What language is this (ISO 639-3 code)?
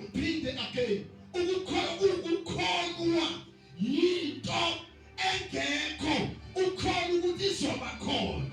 zul